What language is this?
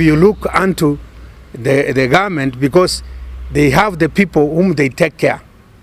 Gusii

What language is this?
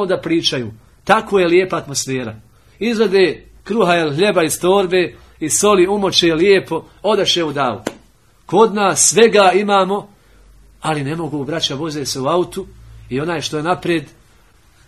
Bosnian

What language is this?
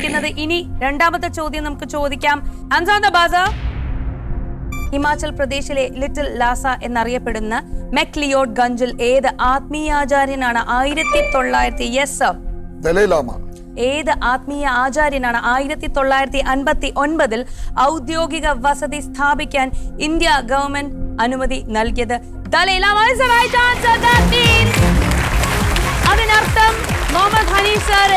Malayalam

